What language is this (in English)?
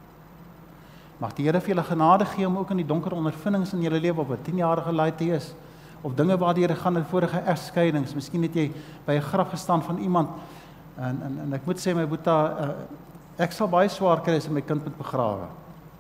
Afrikaans